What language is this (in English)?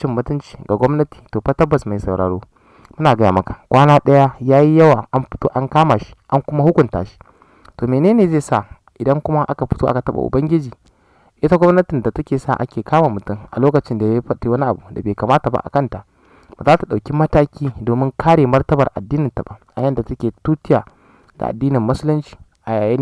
Hausa